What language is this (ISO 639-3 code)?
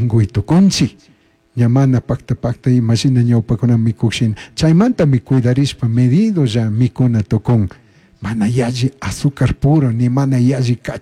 qug